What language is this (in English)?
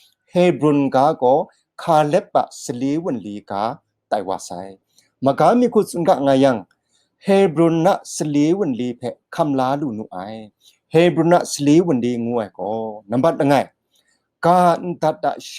Kachin